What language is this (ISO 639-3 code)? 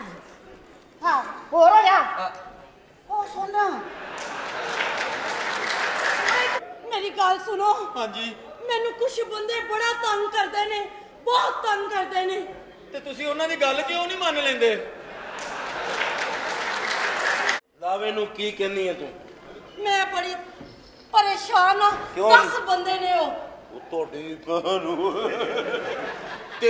pan